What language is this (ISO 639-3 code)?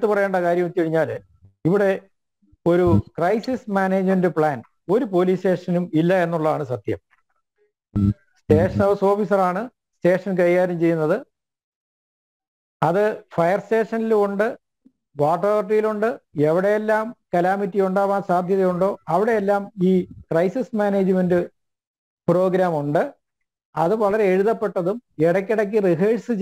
mal